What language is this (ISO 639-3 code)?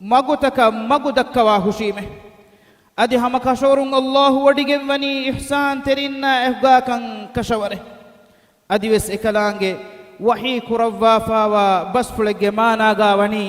div